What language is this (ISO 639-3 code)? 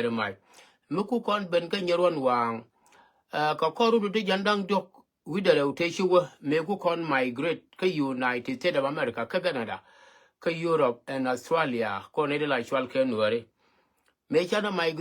nus